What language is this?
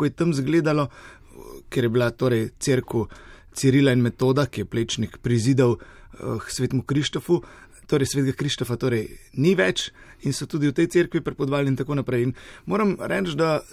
Slovenian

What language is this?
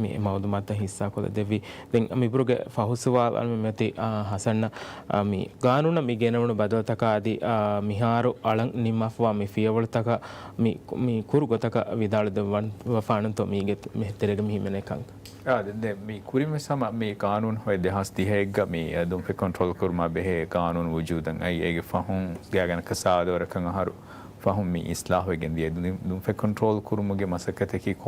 Divehi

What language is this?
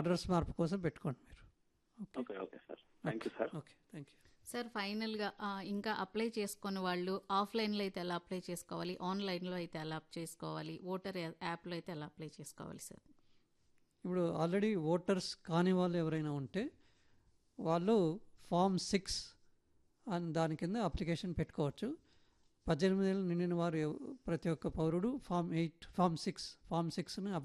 Telugu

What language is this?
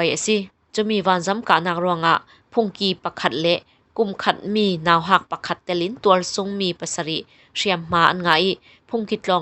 Falam Chin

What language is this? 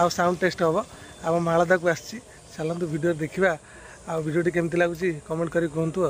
Odia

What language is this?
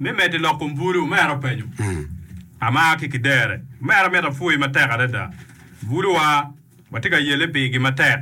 Acoli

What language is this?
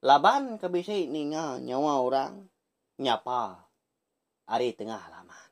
Iban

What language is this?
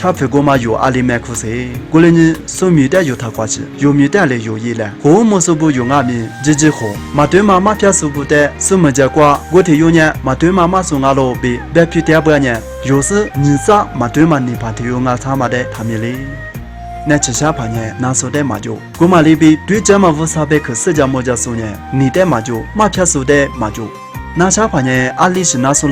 Lisu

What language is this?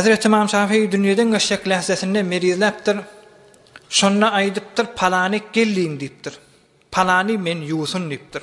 Turkmen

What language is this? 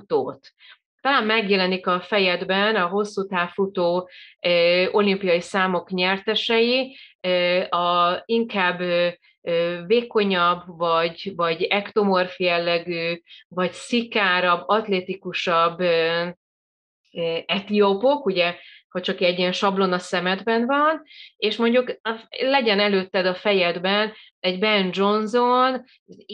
Hungarian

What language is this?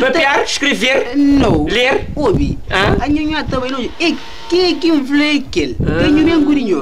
Kabuverdianu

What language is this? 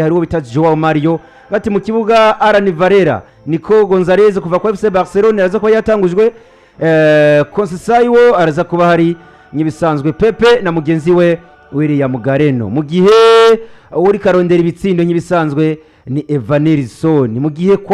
Rundi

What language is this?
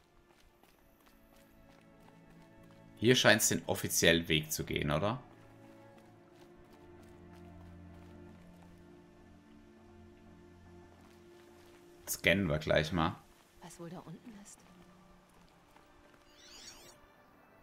German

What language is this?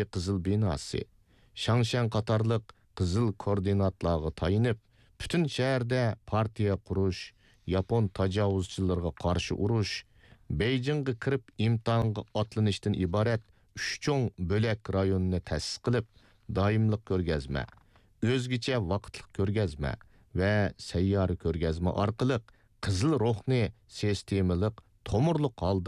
Uyghur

